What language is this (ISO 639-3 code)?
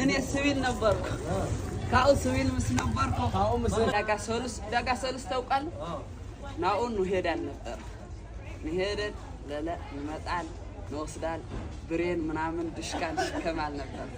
amh